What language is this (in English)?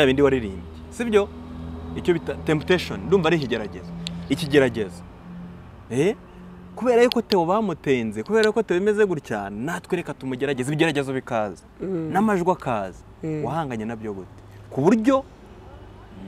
Kinyarwanda